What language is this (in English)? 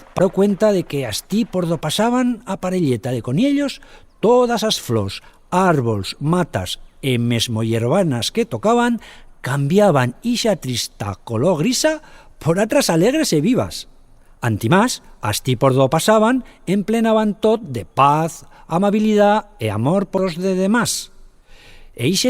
Aragonese